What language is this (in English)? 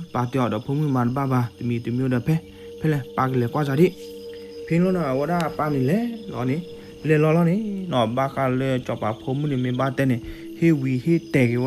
S'gaw Karen